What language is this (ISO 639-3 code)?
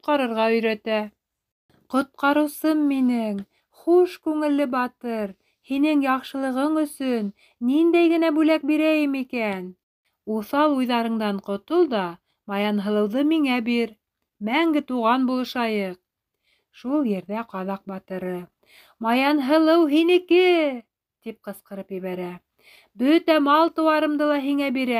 bak